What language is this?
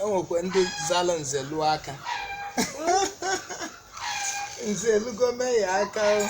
Igbo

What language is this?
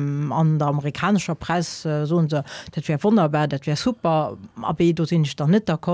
Luxembourgish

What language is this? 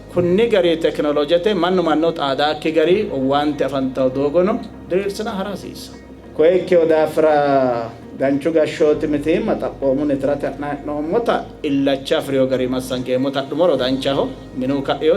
Sidamo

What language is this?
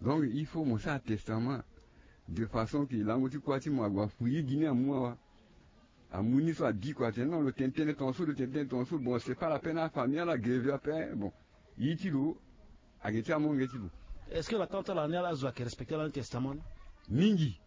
Sango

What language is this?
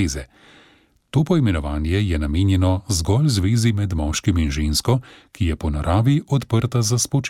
Slovenian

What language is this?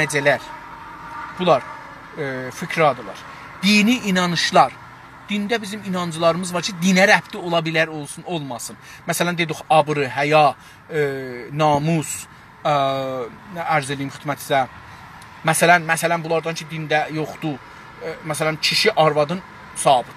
South Azerbaijani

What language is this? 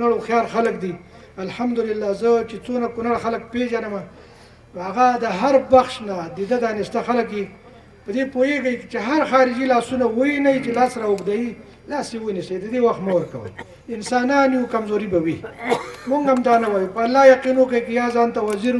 Pashto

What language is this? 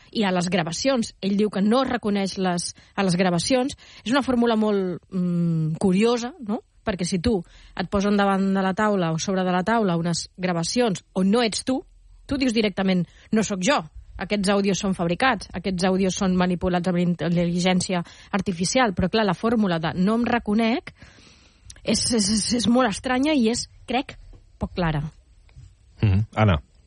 Catalan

